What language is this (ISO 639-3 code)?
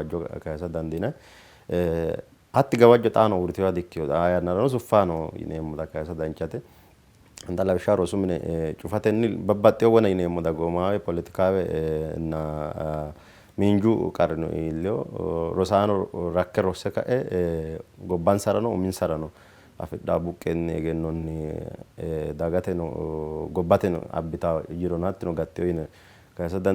sid